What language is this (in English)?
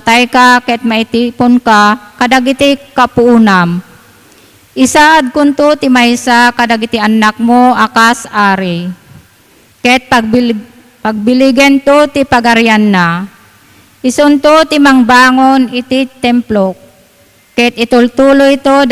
Iloko